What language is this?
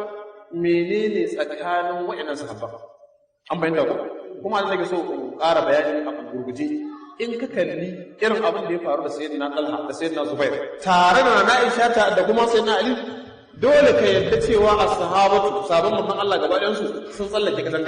Hausa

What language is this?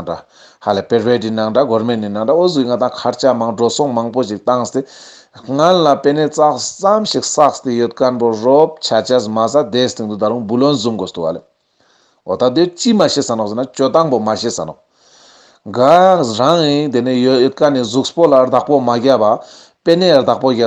Ladakhi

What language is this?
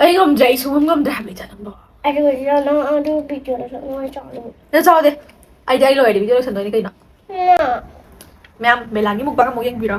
Manipuri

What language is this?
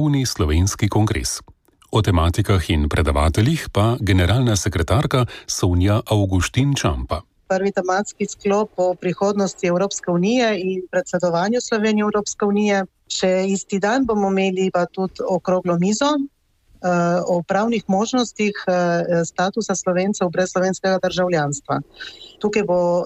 Slovenian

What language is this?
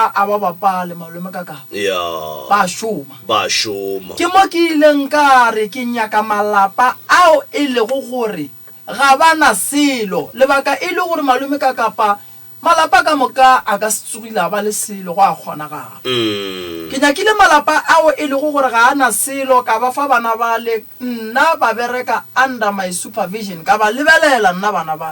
Northern Sotho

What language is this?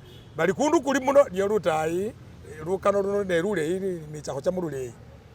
Masaaba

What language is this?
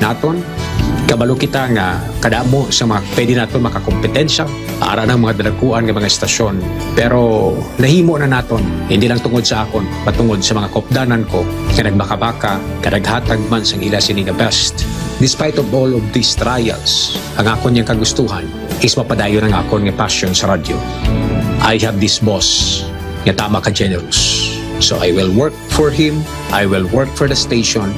Hiligaynon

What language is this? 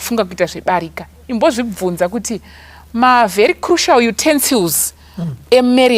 Shona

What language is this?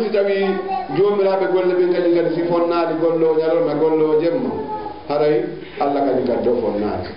Fula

